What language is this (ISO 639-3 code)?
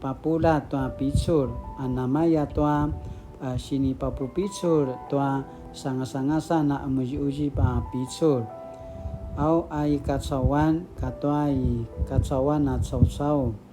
pwn